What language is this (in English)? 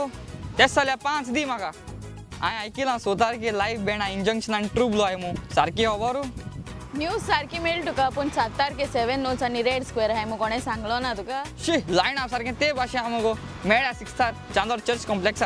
Konkani